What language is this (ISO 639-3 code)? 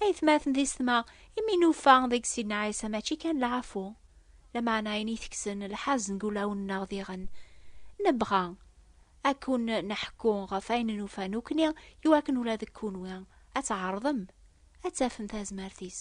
kab